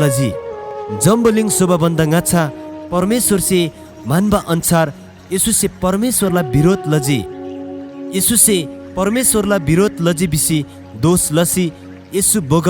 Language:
Eastern Tamang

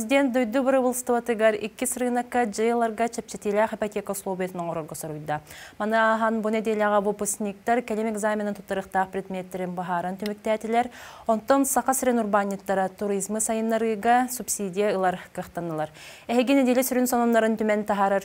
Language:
Yakut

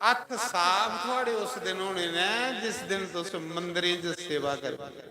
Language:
Dogri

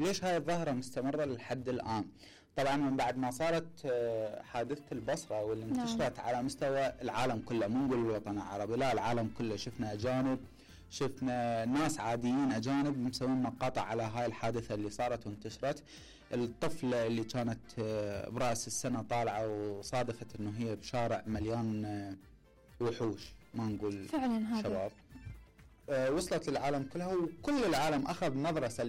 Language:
Mesopotamian Arabic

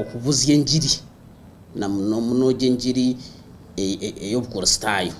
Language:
Nyankole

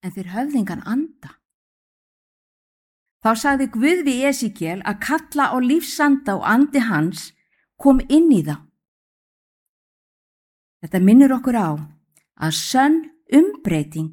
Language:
Icelandic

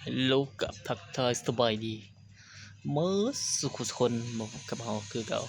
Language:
Lao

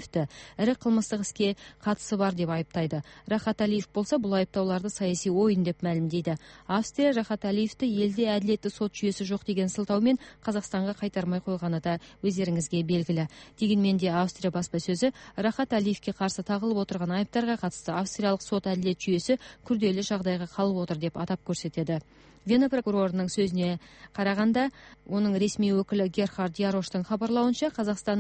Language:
Kazakh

